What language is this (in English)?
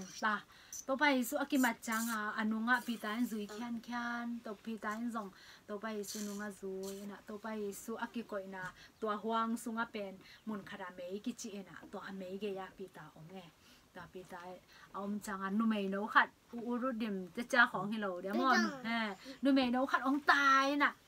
Tedim Chin